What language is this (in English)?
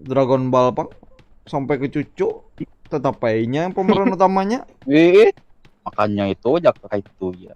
Banjar